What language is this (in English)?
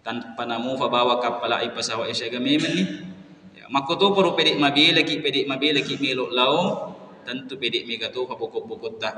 Buginese